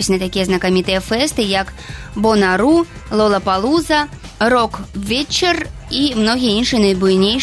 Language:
Belarusian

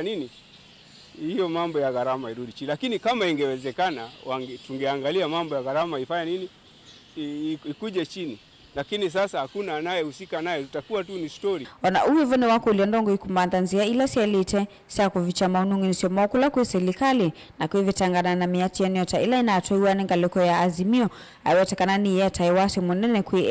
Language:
Kamba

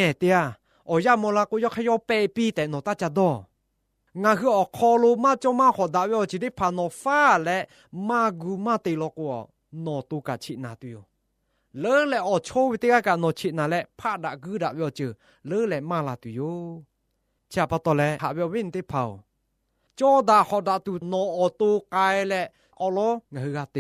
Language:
Lahu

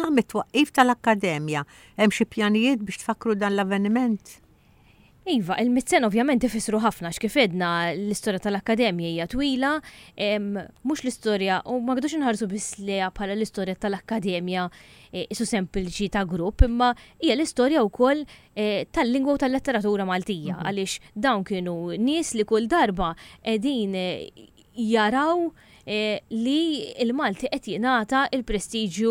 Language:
Maltese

